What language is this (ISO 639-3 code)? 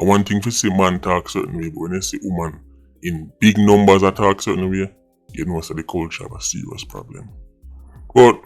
jam